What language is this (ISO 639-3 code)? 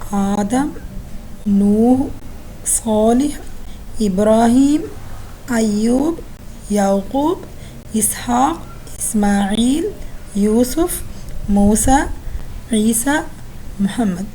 div